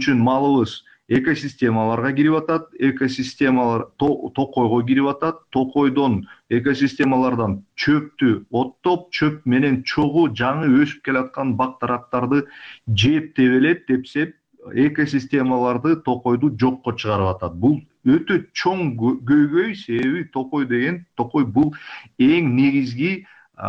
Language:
Kyrgyz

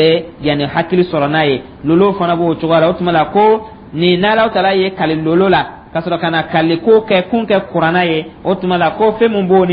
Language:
Dyula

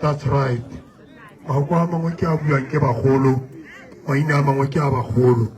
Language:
Tswana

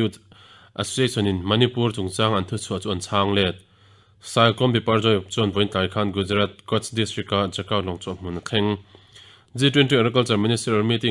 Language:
Mizo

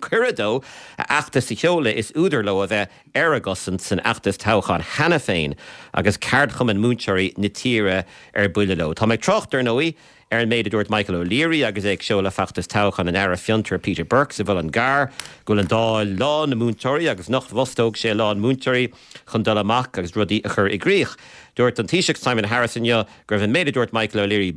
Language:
Irish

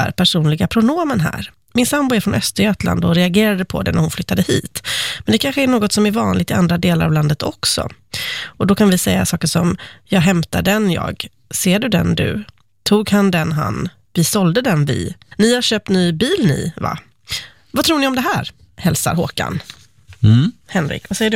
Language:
Swedish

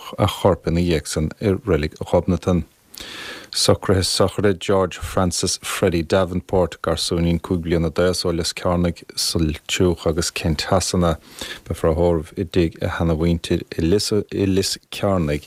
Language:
Irish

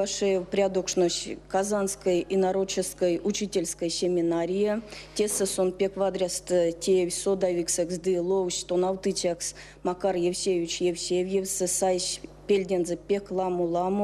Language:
Erzya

